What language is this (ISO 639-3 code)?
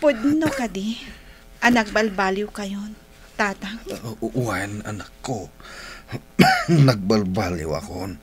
ilo